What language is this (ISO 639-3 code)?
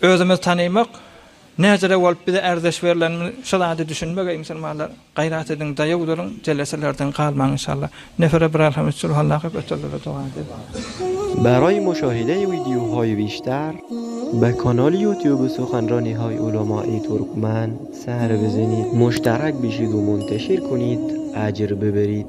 tuk